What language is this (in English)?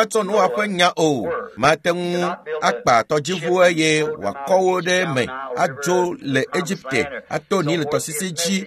Ewe